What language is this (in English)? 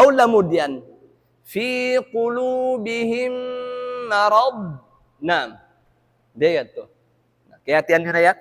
Tausug